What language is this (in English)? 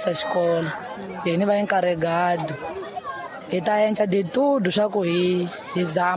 Tsonga